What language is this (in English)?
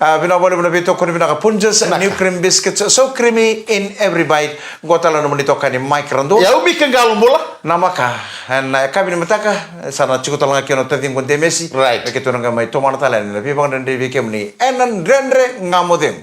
Fijian